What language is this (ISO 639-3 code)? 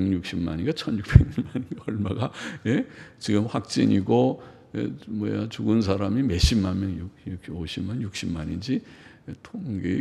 kor